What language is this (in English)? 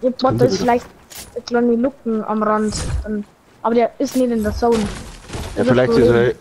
Bavarian